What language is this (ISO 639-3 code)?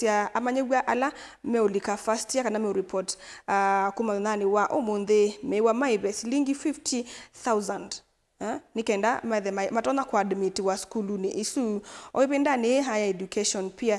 kam